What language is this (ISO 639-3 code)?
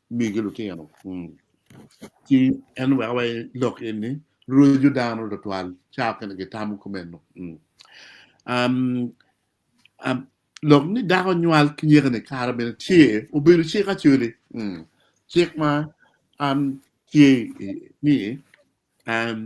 ach